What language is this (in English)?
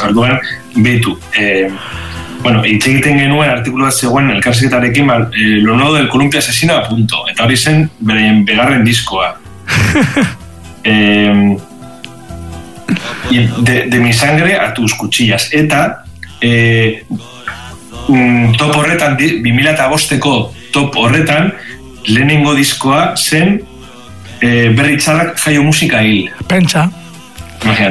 Basque